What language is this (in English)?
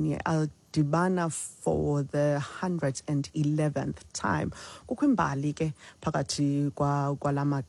Xhosa